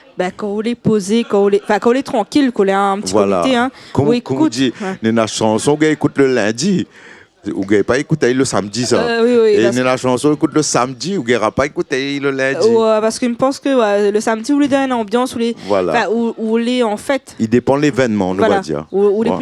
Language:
Réunion Creole French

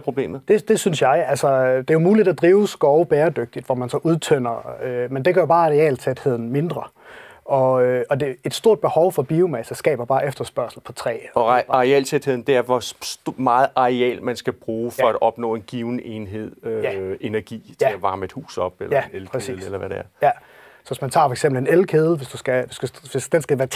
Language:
Danish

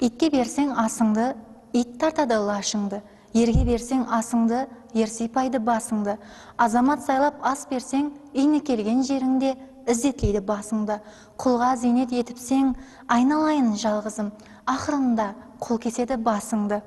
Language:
Kara-Kalpak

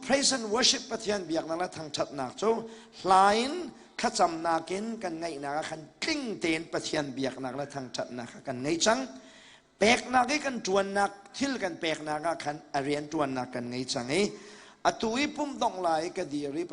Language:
Hakha Chin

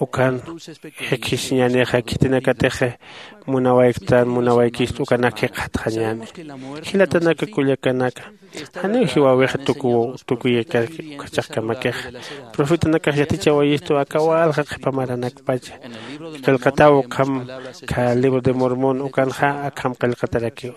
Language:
Aymara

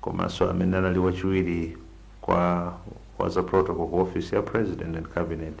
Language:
Nyanja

